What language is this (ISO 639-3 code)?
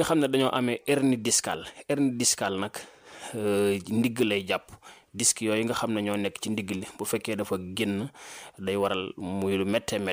wol